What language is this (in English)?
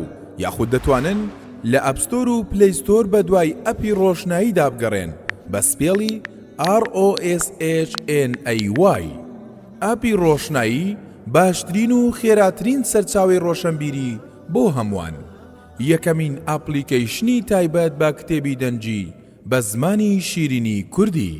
Central Kurdish